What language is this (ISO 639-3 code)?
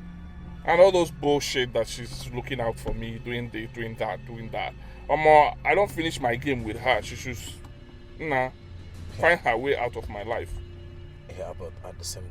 pcm